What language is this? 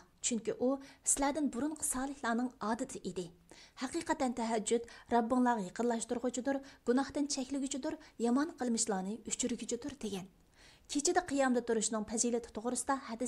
Uyghur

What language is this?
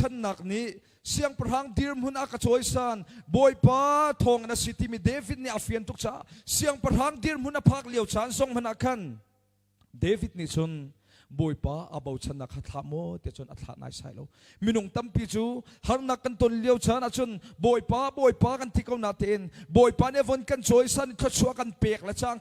Hakha Chin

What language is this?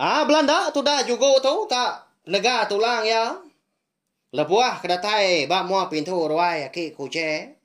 Iban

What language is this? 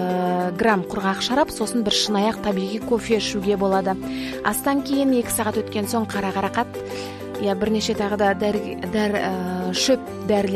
Kazakh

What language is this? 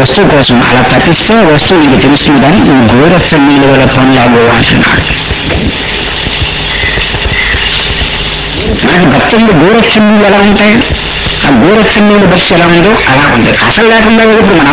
Telugu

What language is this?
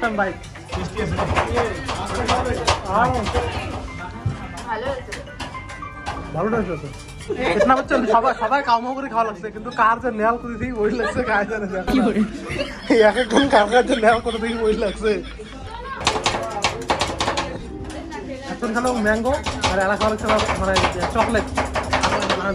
Bangla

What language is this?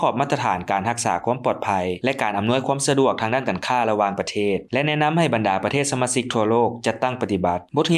Lao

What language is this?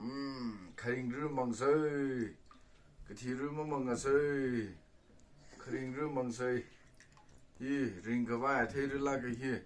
Tangkhul Naga (India)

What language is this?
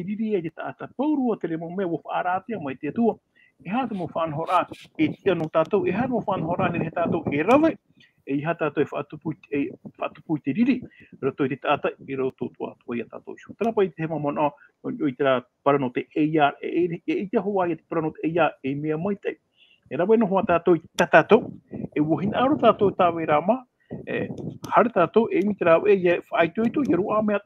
Tahitian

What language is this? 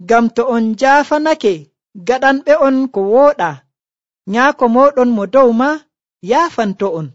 Nigerian Fulfulde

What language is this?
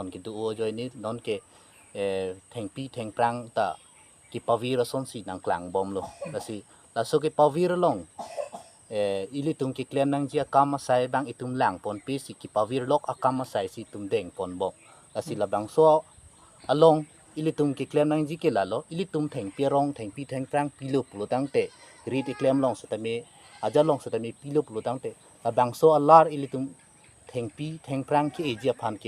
Karbi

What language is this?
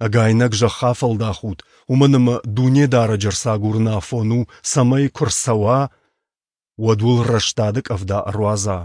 Ossetic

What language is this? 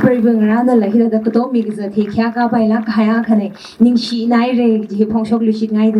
Tangkhul Naga (India)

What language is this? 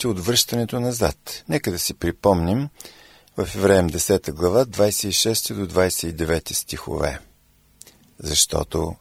Bulgarian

